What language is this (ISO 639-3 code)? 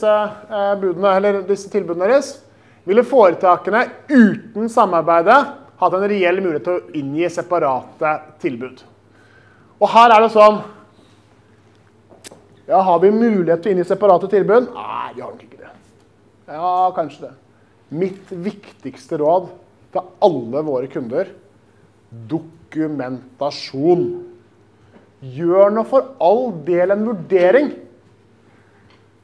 nor